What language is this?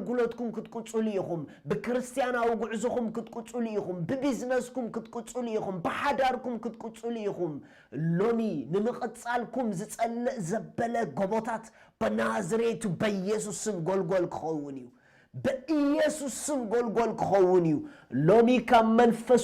Tigrinya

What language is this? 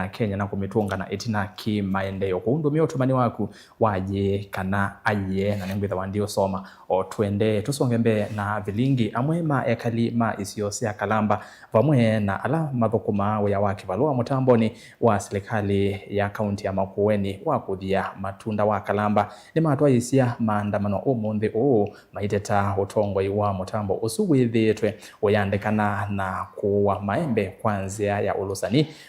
Kamba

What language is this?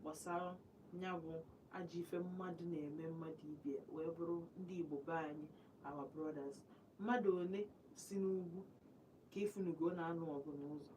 Igbo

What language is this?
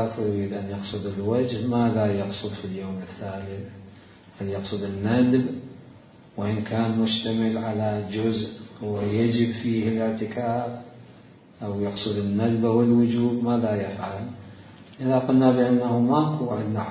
Mesopotamian Arabic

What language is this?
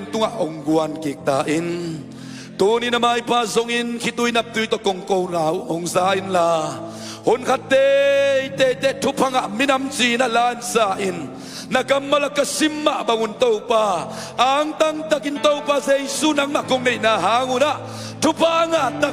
Tedim Chin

